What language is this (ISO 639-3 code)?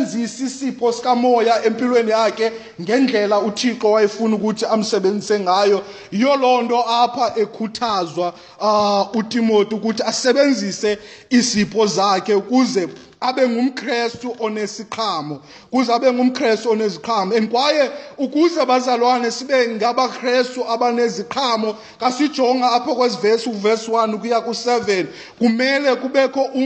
xho